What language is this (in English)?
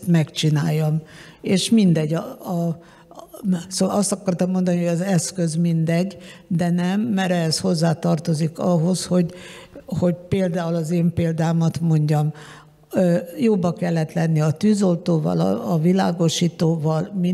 Hungarian